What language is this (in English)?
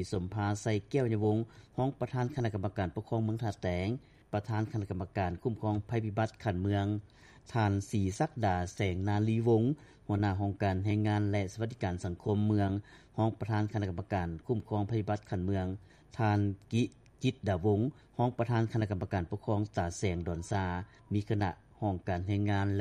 Lao